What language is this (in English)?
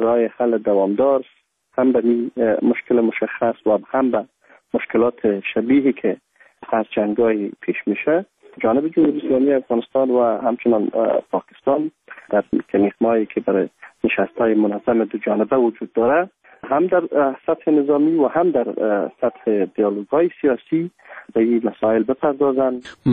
Persian